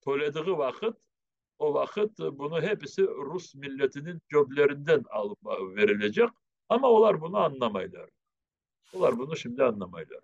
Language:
Crimean Tatar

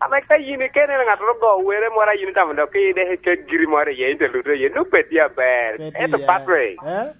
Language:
Lango (Uganda)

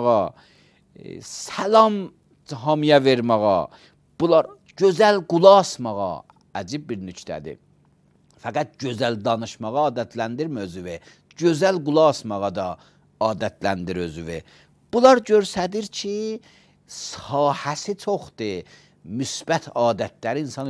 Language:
Azerbaijani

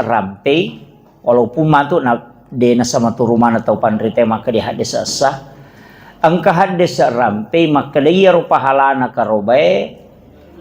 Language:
Buginese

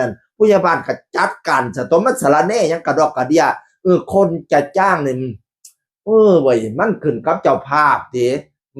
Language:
Northeastern Thai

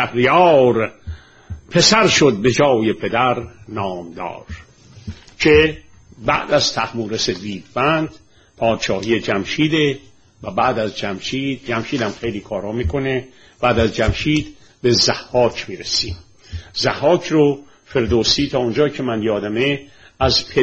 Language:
Persian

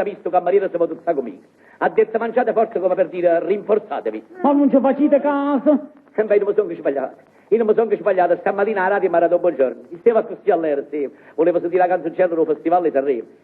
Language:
Neapolitan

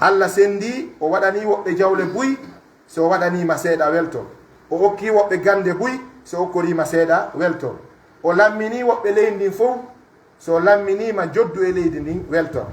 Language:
Pular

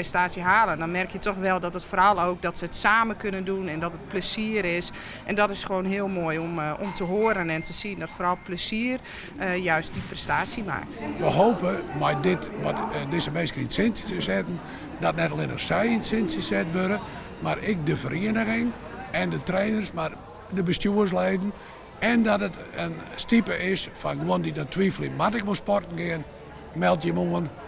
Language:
Western Frisian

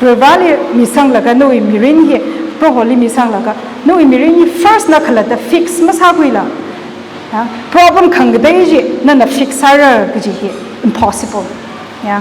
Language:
Tangkhul Naga (India)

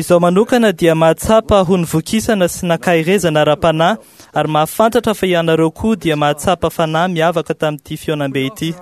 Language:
Malagasy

